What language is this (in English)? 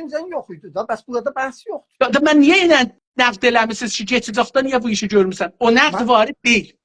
South Azerbaijani